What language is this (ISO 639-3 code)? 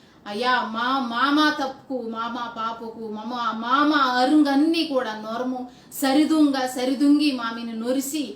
kff